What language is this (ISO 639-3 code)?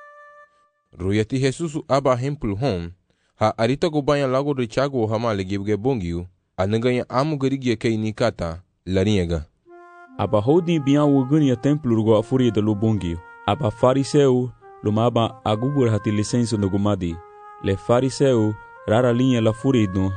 cab